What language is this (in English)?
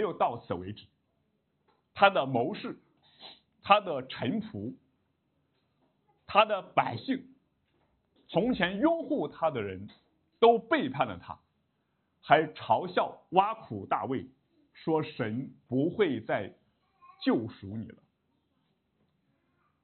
Chinese